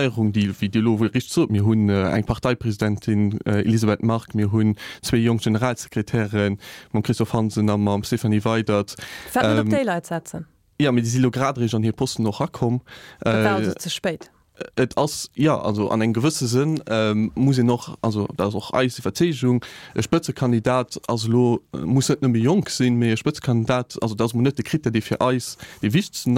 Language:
Luxembourgish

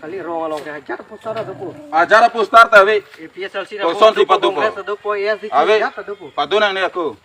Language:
Karbi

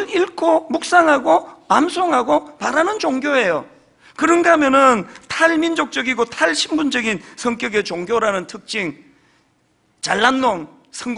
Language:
Korean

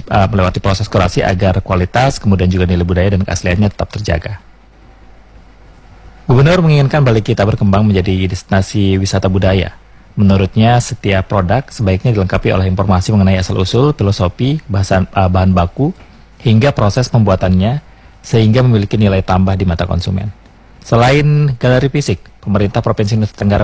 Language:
Indonesian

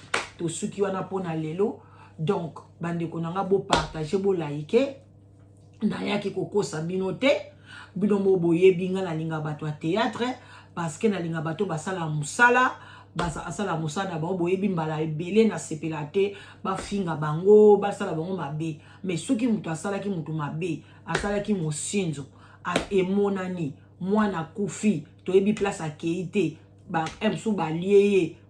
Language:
Lingala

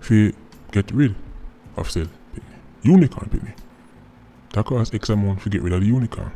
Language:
Jamaican Creole English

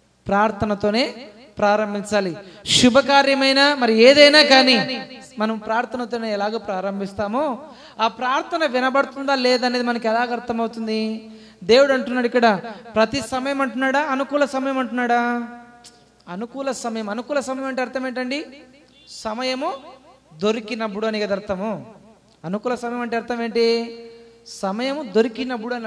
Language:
Telugu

